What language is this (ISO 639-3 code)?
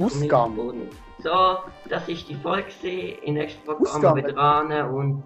gsw